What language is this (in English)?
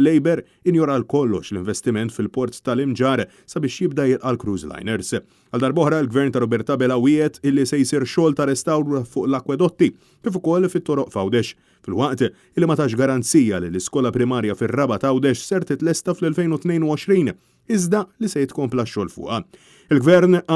Maltese